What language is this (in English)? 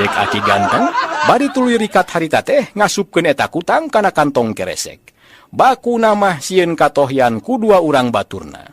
Sundanese